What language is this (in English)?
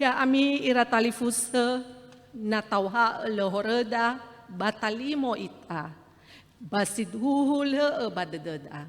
Nias